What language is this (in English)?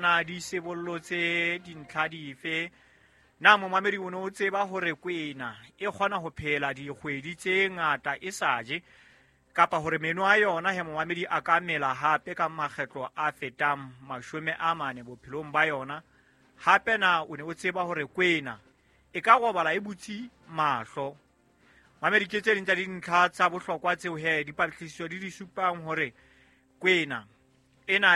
Southern Sotho